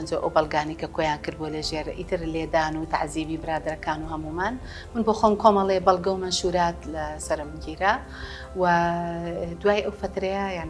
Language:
Central Kurdish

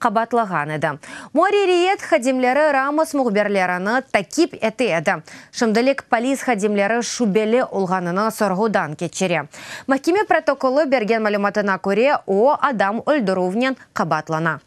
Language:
Crimean Tatar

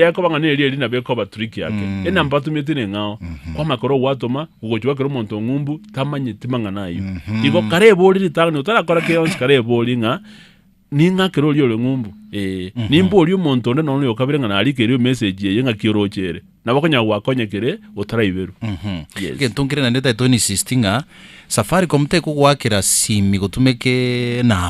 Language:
Gusii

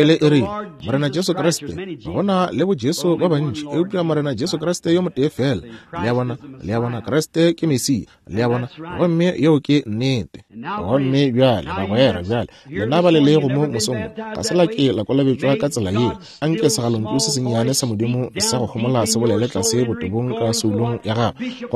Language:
Northern Sotho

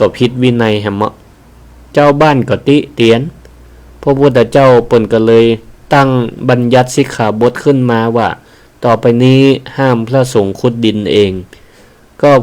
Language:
Northern Thai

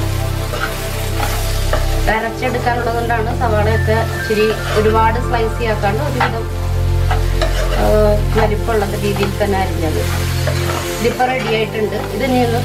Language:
Malayalam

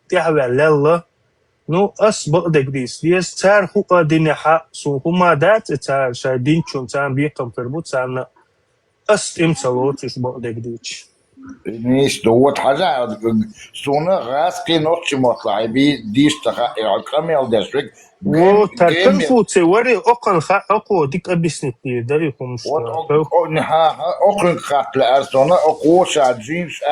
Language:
Chechen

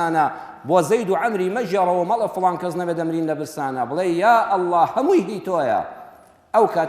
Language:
Central Kurdish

